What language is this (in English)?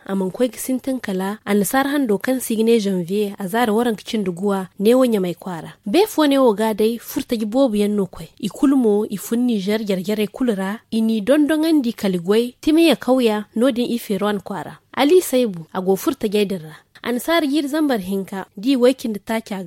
Zarma